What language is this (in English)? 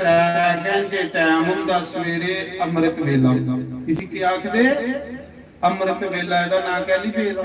Dogri